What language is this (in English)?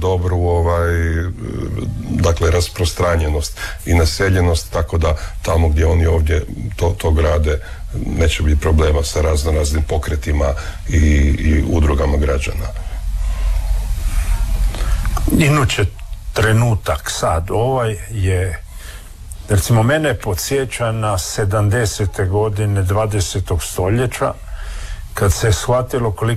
Croatian